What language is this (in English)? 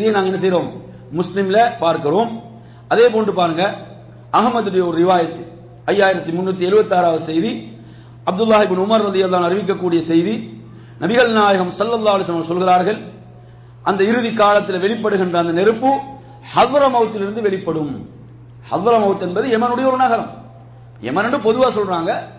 Tamil